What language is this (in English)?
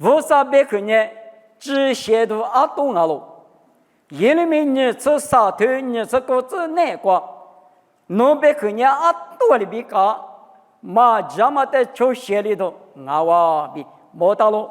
Lisu